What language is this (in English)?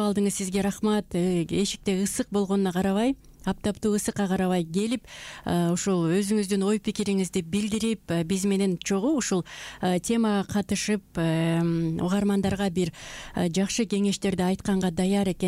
Kyrgyz